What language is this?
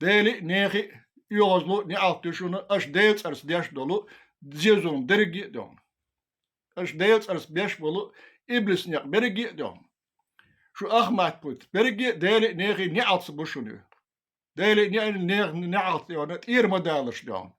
Chechen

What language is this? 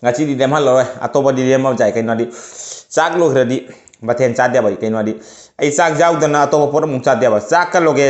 Manipuri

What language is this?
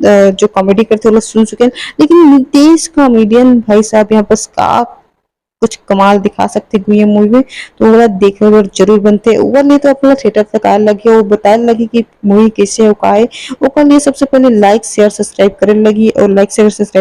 Chhattisgarhi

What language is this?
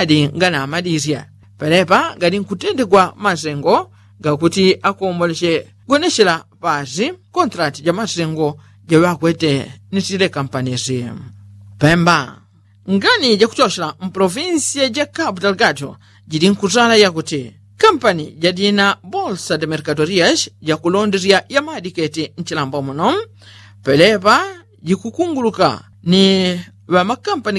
Yao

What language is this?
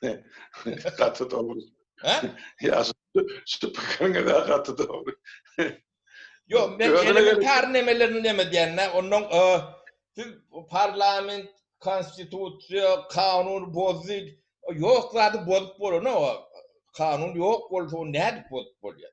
Turkmen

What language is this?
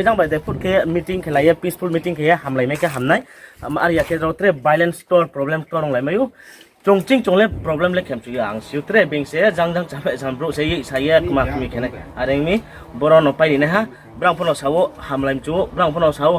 Riang (India)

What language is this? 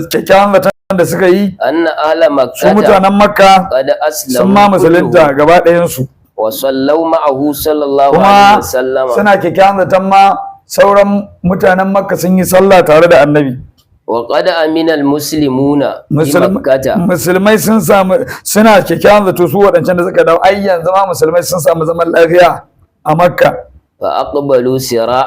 Hausa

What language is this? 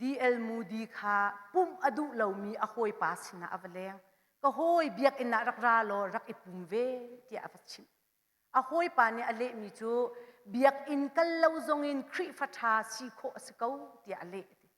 Hakha Chin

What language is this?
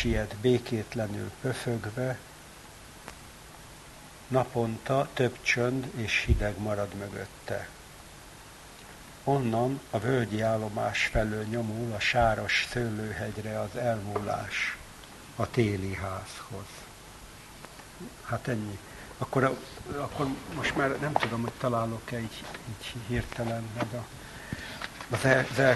Hungarian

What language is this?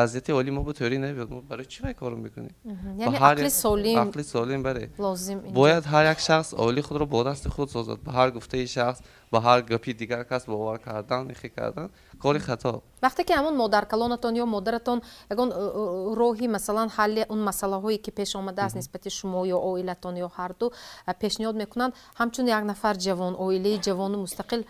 Tajik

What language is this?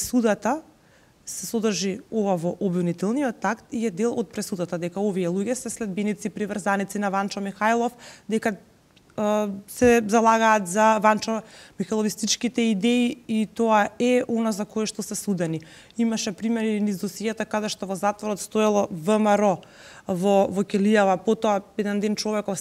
Macedonian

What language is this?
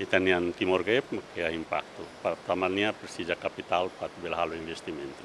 Tetum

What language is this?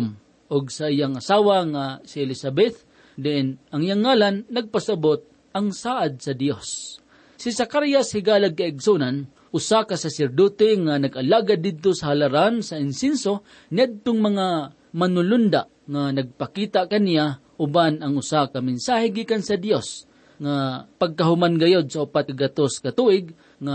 Cebuano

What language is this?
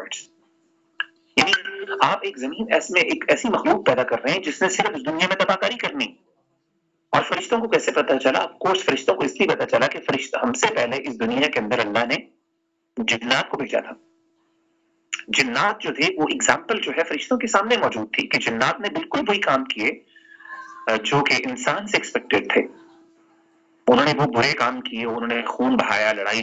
Urdu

